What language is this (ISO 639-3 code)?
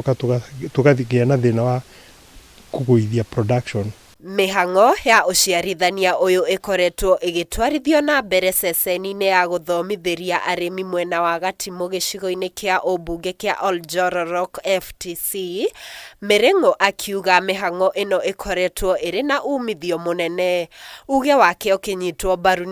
kik